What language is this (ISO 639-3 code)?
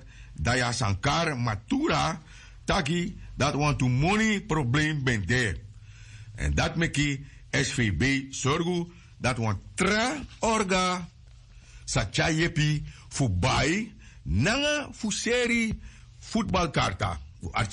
srn